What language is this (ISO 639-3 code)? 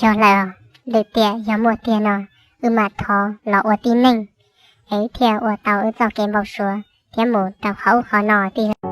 hmn